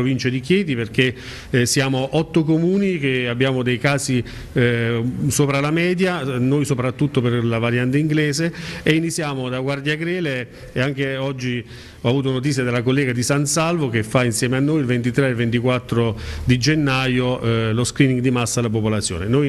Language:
Italian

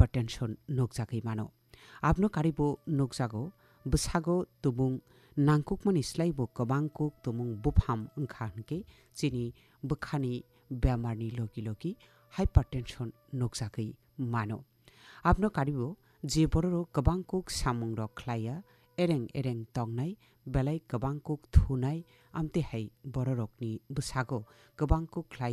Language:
Kok Borok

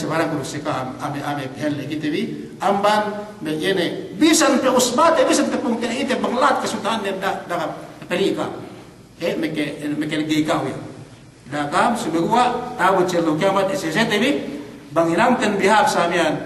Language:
Yakan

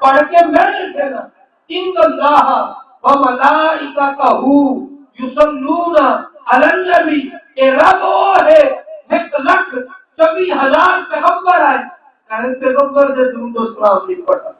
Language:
Saraiki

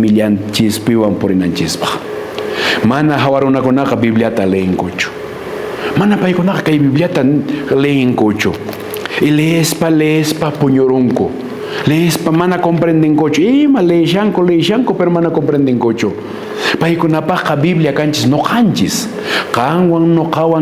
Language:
Quechua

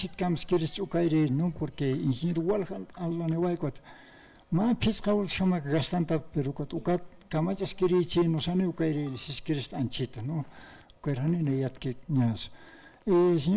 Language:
Aymara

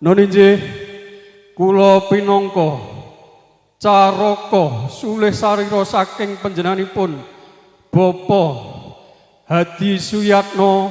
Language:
Javanese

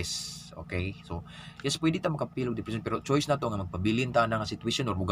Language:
Cebuano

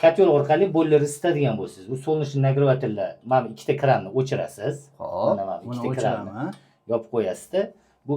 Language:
Uzbek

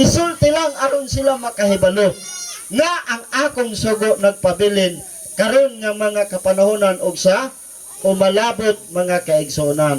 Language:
Cebuano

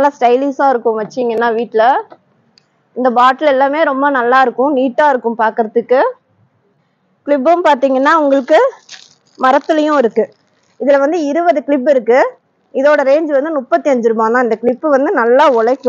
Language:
Tamil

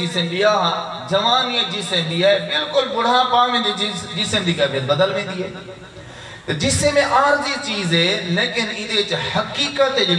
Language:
Saraiki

